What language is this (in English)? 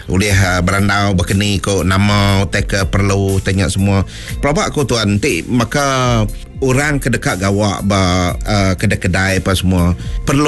Iban